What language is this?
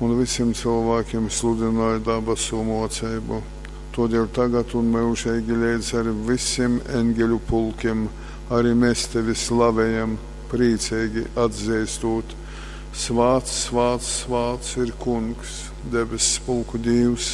Latgalian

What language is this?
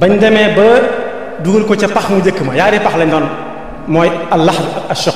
Wolof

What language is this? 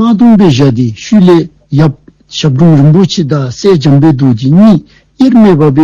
Dzongkha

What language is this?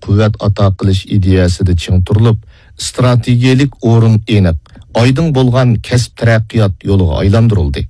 Uyghur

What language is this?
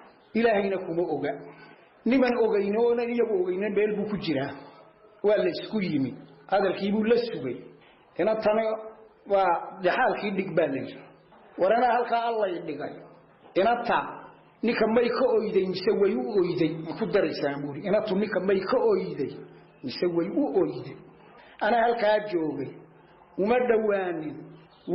Somali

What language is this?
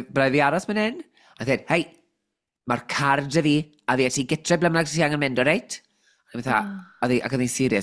Welsh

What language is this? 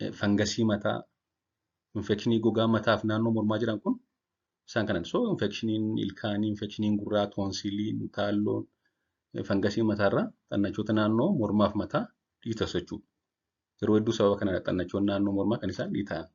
Oromo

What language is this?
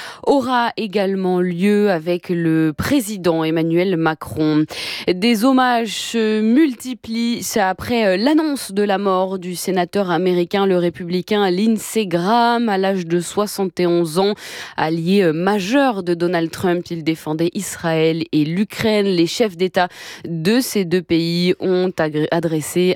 French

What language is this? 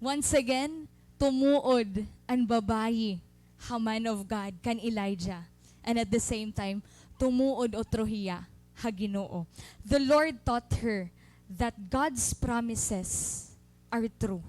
Waray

